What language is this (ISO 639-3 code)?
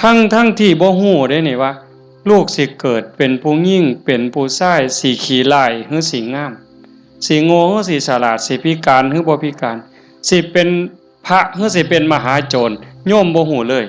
lao